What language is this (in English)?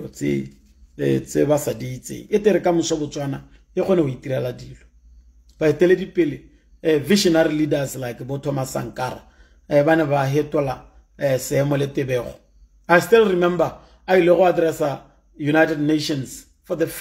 Tswana